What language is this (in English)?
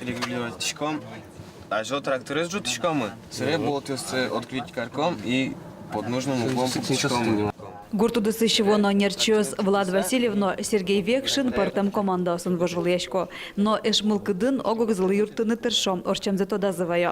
Udmurt